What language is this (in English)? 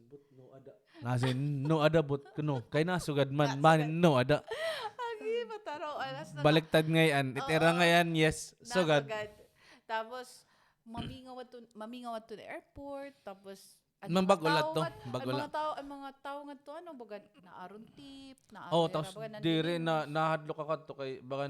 Waray